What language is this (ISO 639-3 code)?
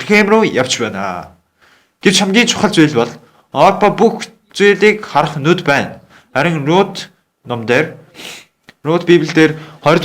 mon